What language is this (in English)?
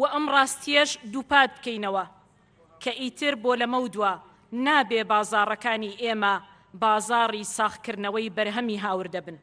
Central Kurdish